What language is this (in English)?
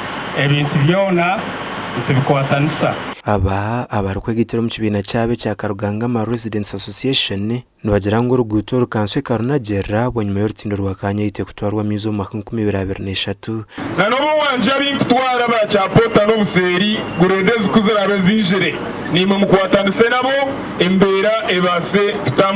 Nyankole